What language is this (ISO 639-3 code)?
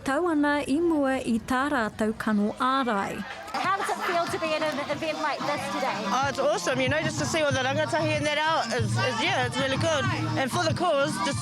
mri